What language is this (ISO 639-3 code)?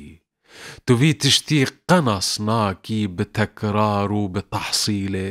kur